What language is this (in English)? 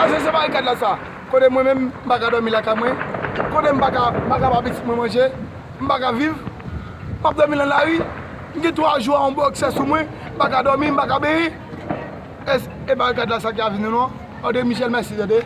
Haitian Creole